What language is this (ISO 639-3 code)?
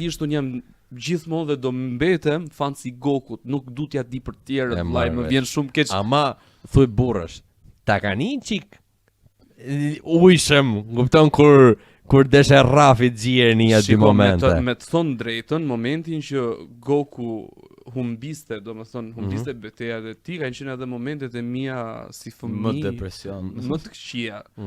sqi